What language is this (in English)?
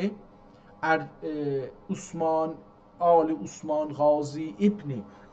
South Azerbaijani